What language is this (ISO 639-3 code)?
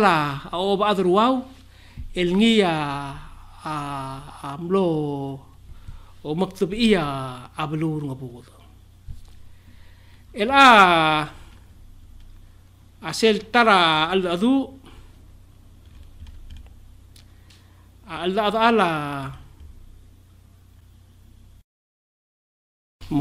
pau